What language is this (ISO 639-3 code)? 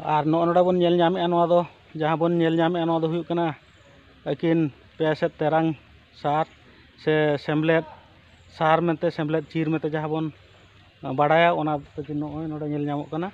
sat